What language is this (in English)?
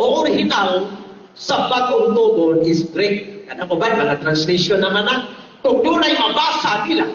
Cebuano